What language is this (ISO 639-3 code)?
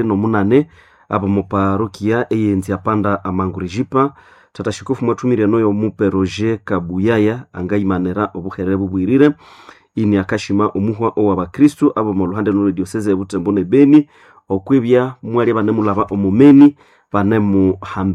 nnb